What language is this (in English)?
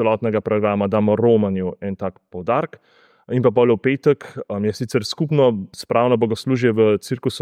Slovenian